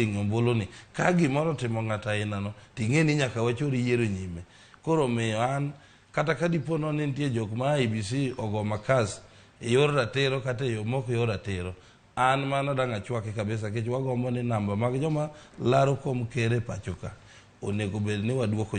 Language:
Luo (Kenya and Tanzania)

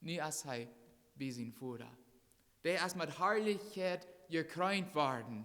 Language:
Plautdietsch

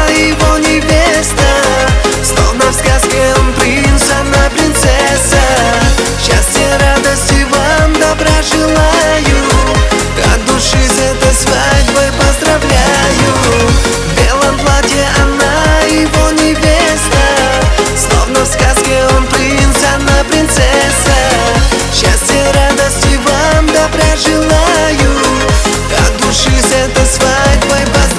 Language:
Russian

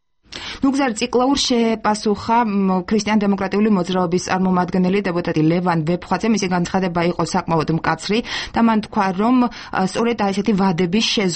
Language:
Georgian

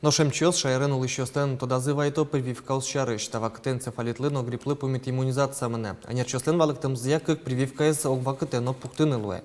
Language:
Udmurt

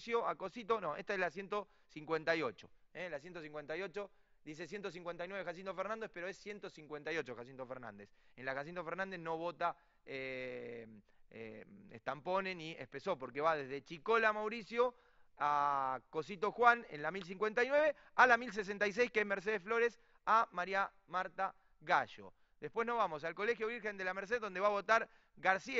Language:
Spanish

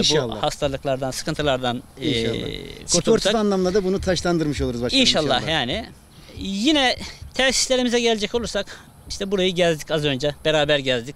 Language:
Turkish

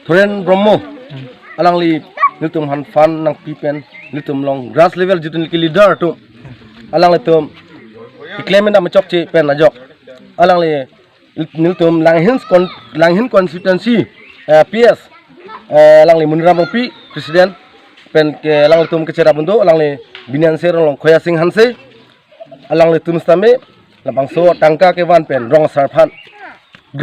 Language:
Karbi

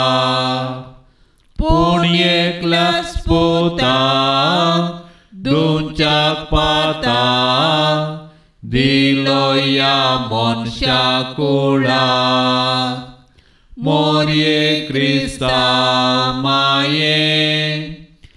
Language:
Konkani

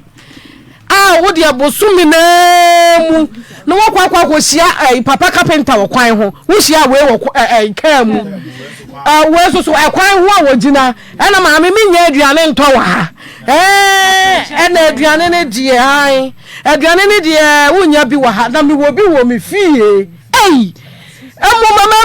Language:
Akan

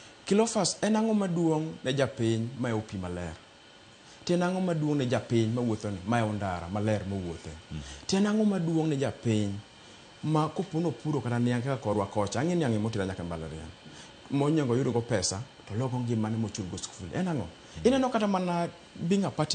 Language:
Luo (Kenya and Tanzania)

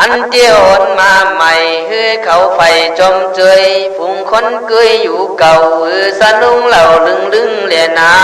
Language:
Khün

